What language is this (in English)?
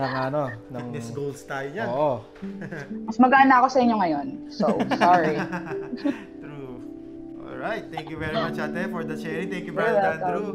Filipino